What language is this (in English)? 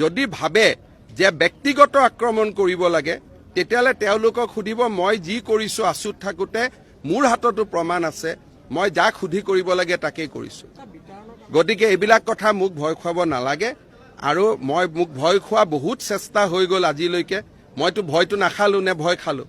Assamese